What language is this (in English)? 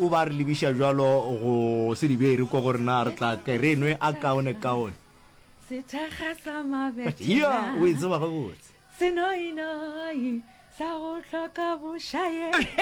Northern Sotho